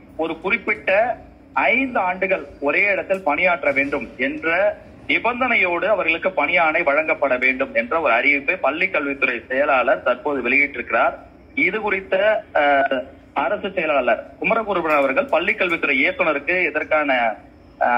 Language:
Tamil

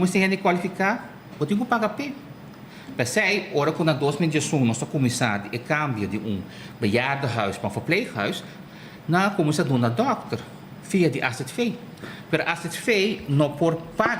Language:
Papiamento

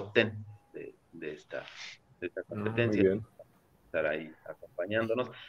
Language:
Spanish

